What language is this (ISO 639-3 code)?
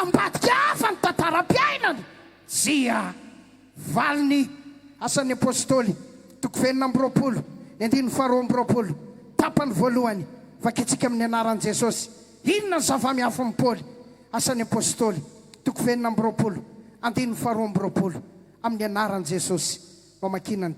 mlg